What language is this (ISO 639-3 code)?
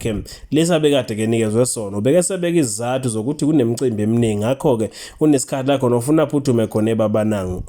zul